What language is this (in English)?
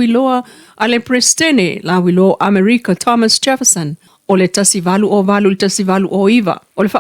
Samoan